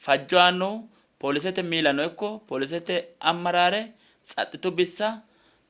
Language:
Sidamo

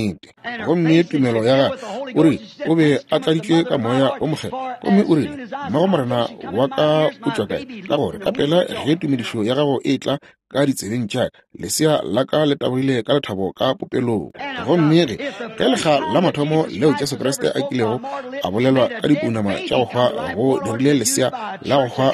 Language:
Northern Sotho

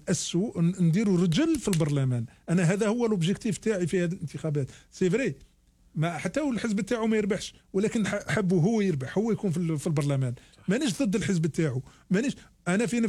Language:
Algerian Arabic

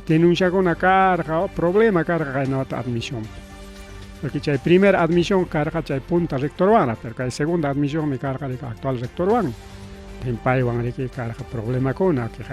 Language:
Ayacucho Quechua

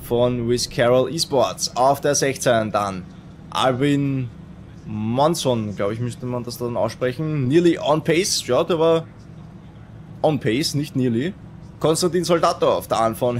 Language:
German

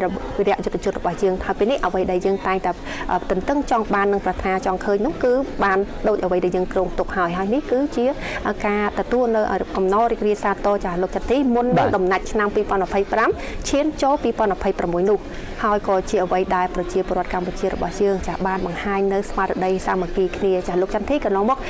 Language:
Khmer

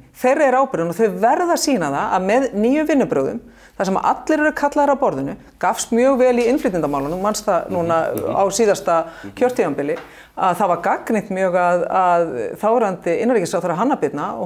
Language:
Icelandic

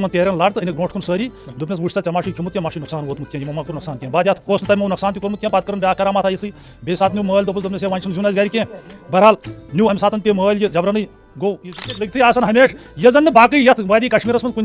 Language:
Kashmiri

